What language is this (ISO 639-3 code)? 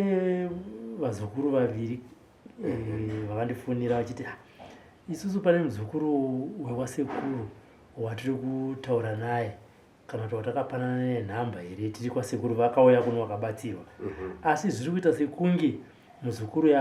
sna